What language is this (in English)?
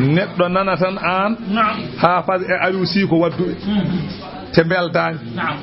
Fula